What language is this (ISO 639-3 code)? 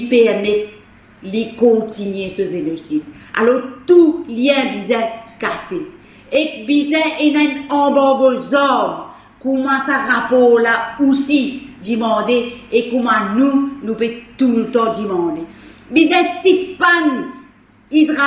mfe